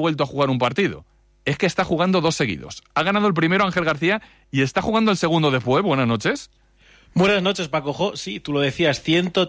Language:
Spanish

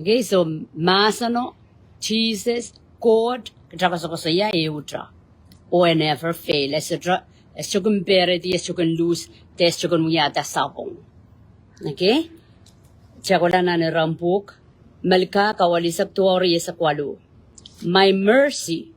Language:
Pohnpeian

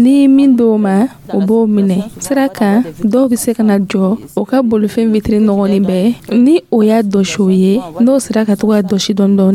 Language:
Dyula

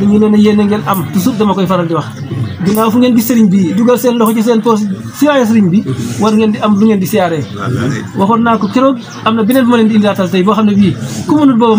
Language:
Wolof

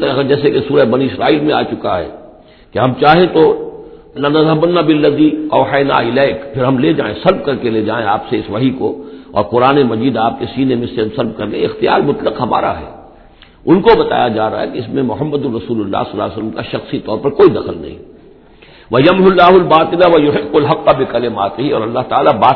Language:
Urdu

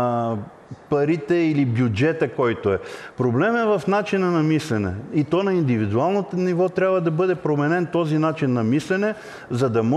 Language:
Bulgarian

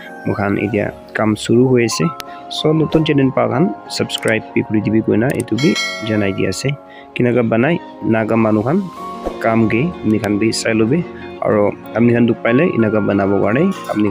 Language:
Naga Pidgin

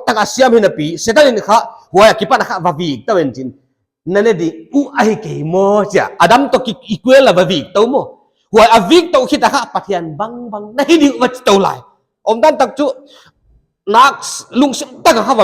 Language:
Paite Chin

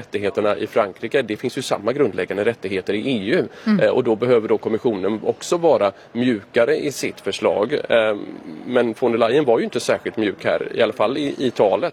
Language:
Swedish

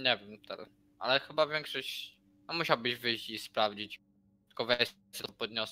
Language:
Polish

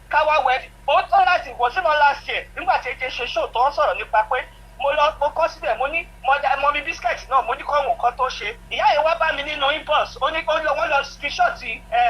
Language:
Yoruba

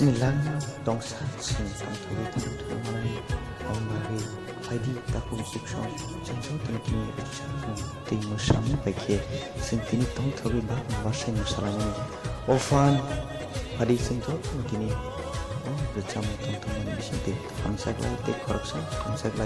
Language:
Kok Borok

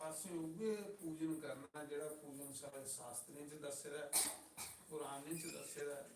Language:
Dogri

